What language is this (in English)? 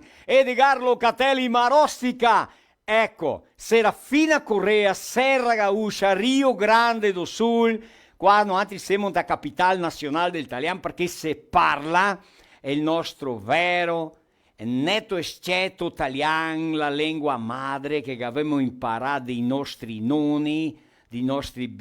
Venetian